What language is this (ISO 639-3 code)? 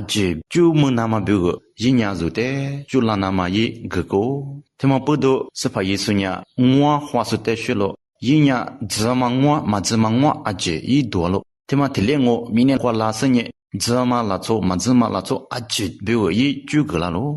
lis